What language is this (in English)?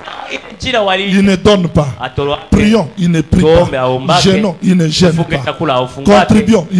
French